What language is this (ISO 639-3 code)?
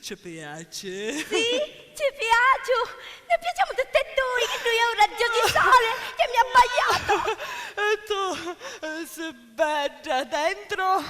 scn